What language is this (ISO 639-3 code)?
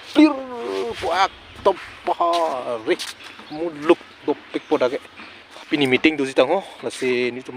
mjw